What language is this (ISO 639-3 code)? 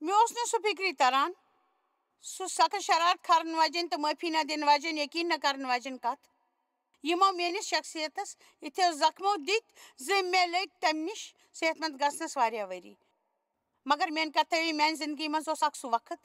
kas